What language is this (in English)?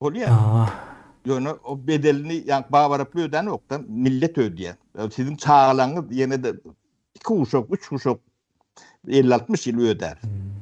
Turkmen